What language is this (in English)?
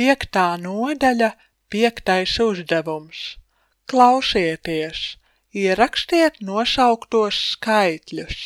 Latvian